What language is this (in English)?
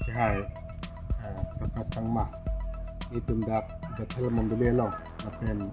Karbi